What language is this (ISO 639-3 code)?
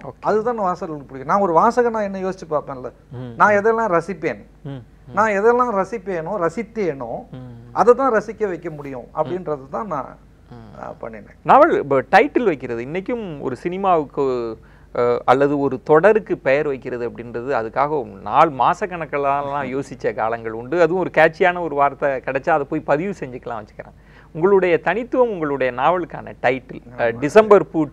tam